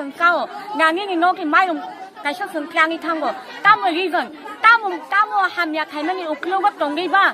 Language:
Kok Borok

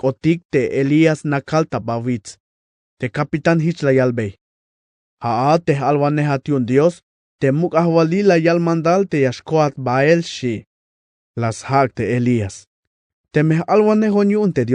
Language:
Tzeltal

